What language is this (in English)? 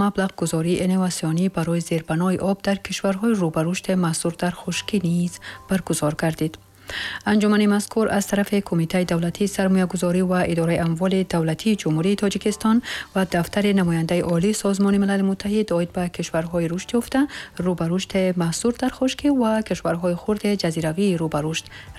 Tajik